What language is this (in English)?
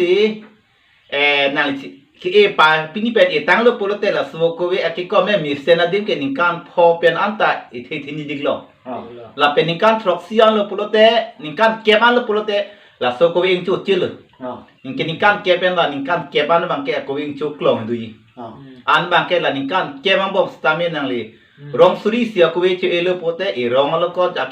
Karbi